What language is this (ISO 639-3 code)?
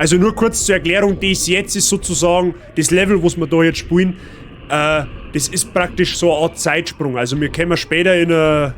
bar